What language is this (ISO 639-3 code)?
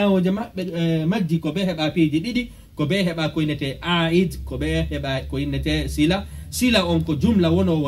fuf